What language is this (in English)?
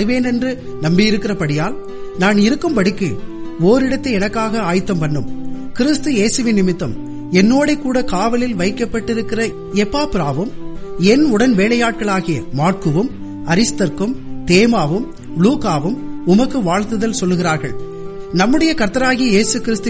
Tamil